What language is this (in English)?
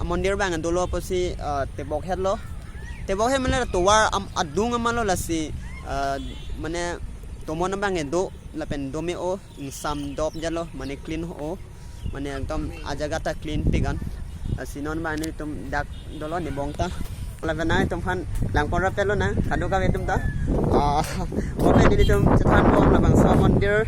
Karbi